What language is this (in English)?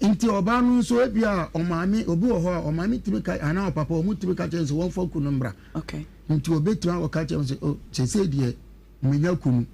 Akan